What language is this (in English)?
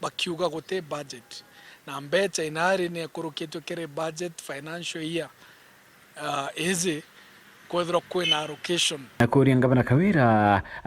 Meru